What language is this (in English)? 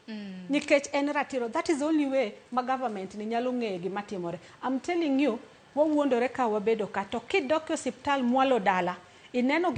Luo (Kenya and Tanzania)